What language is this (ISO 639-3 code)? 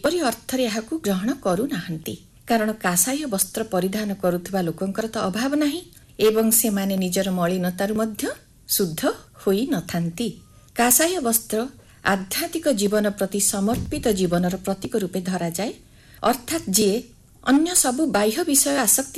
ori